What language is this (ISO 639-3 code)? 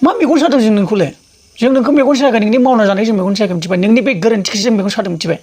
brx